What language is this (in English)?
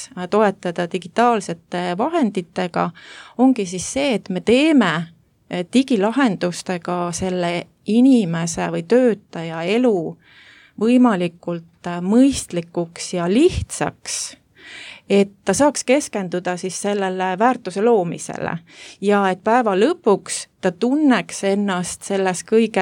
Estonian